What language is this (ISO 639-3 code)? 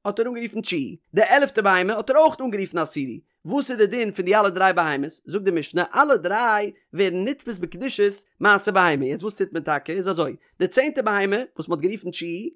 yid